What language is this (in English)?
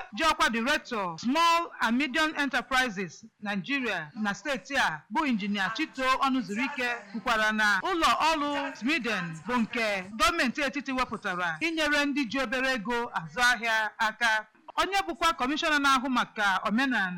Igbo